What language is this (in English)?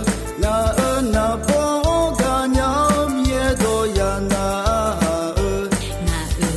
Akha